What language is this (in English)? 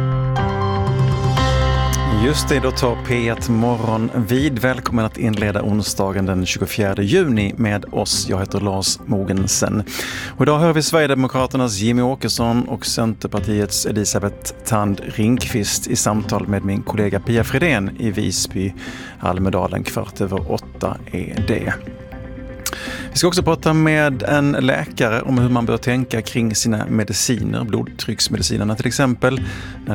Swedish